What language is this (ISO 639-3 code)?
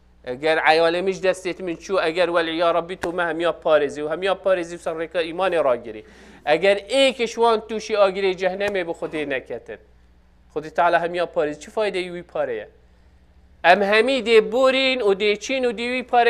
kur